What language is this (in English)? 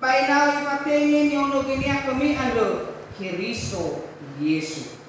Nias